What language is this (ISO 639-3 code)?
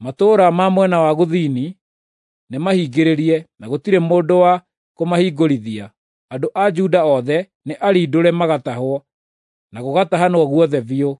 kik